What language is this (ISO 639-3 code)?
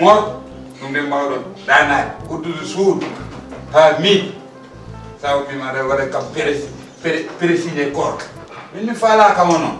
ful